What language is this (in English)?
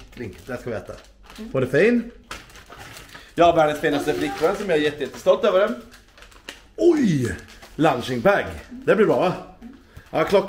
Swedish